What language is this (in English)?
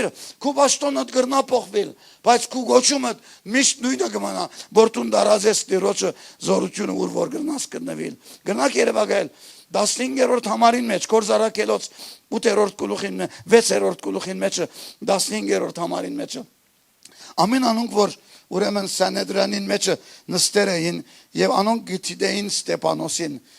Western Armenian